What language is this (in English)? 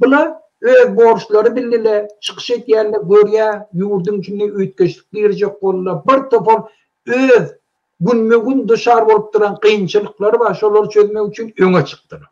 Turkmen